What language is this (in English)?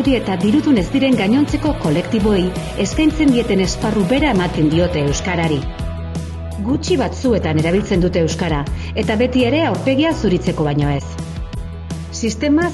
Basque